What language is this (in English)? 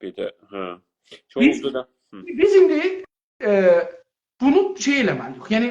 South Azerbaijani